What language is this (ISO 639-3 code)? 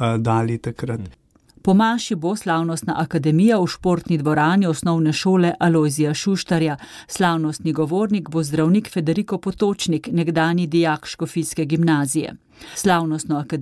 slv